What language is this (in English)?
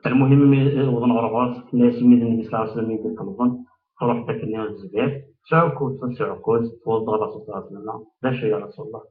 Kabyle